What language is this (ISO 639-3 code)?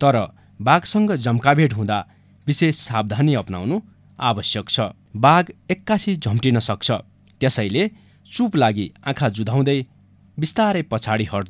nep